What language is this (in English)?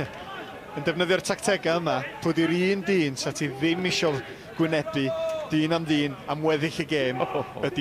Welsh